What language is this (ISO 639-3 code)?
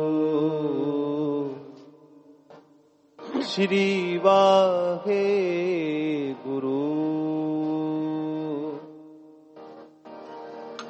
pan